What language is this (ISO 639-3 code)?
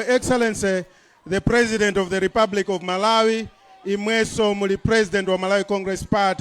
nya